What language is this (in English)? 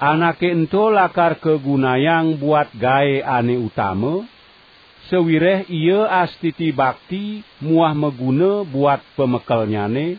Balinese